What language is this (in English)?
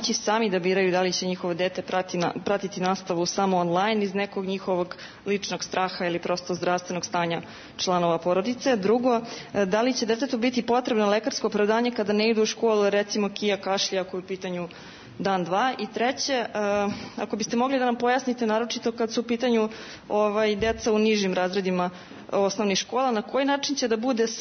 Serbian